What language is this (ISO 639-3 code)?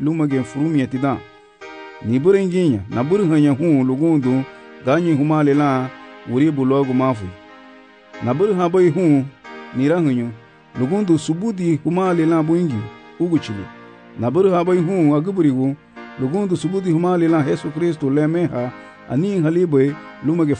cab